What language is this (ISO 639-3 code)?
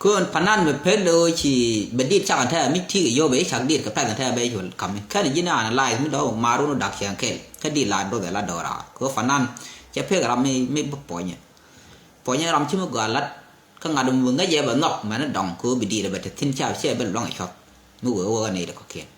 nus